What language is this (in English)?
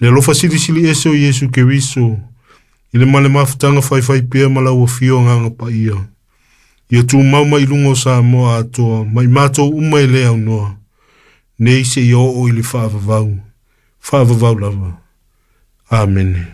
Samoan